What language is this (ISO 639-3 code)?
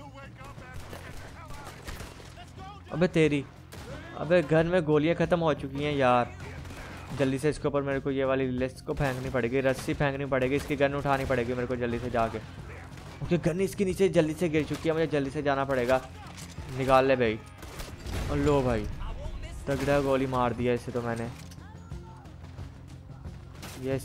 hin